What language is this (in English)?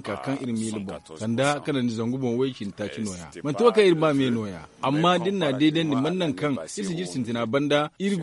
Zarma